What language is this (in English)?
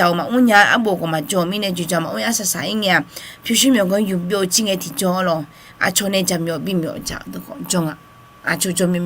Akha